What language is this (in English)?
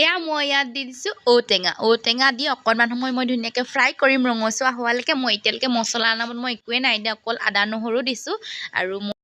Assamese